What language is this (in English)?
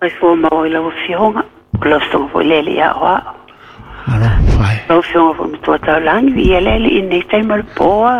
Samoan